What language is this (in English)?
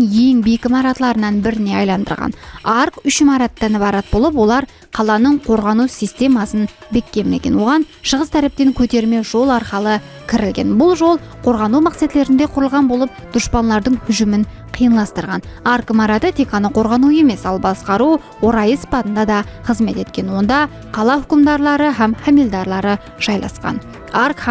Kara-Kalpak